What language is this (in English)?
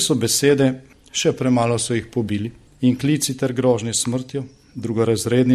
Slovenian